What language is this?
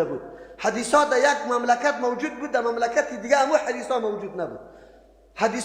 Persian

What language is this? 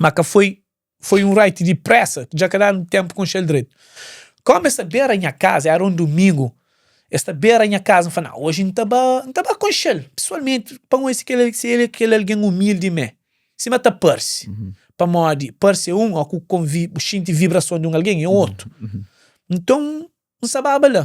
Kabuverdianu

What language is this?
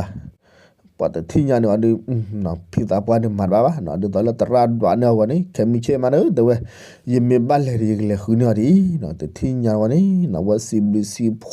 S'gaw Karen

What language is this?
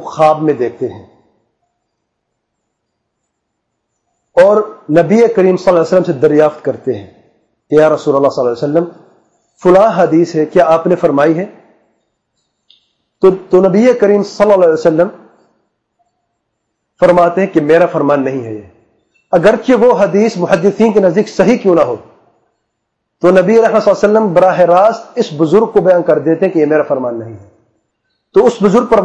Urdu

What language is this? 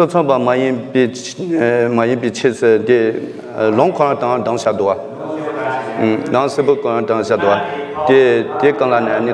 Tibetan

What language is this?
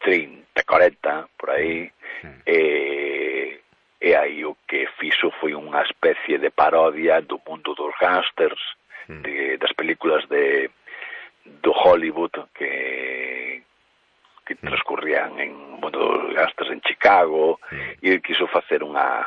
Galician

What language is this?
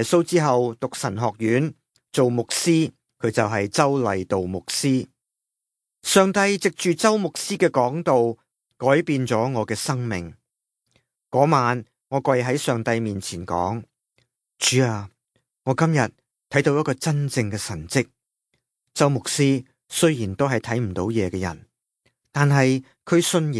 Cantonese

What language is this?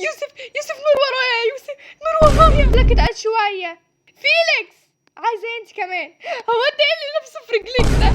Egyptian Arabic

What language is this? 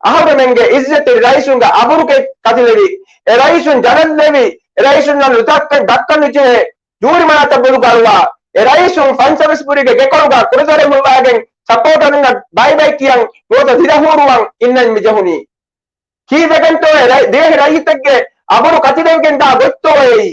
Divehi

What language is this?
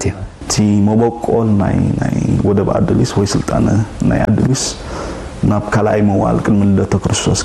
Tigrinya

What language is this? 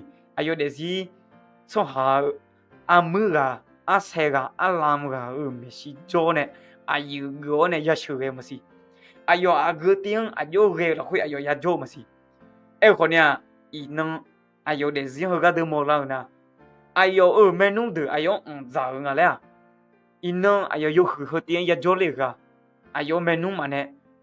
Akha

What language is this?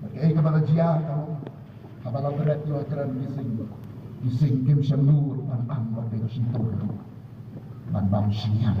Khasi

